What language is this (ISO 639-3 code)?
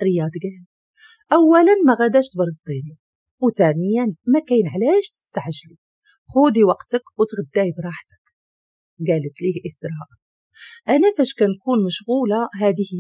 ary